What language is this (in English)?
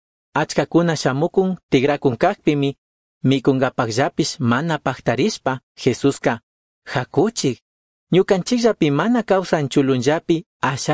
Chimborazo Highland Quichua